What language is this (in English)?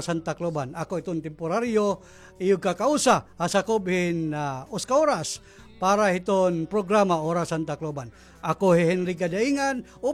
Waray